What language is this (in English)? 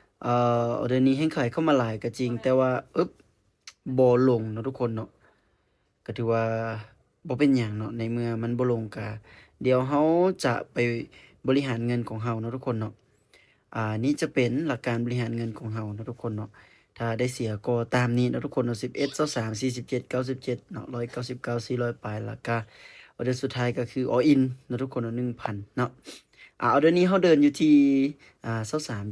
Lao